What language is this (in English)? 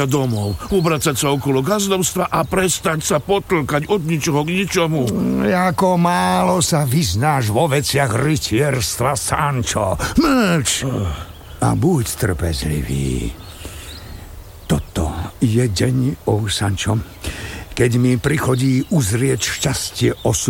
Slovak